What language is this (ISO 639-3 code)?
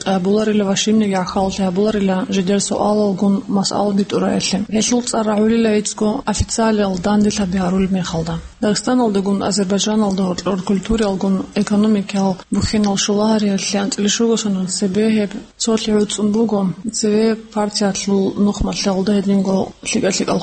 ava